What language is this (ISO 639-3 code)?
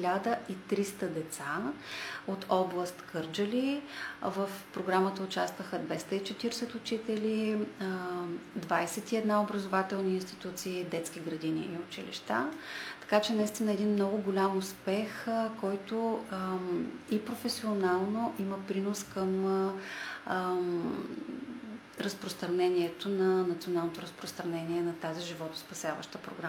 bul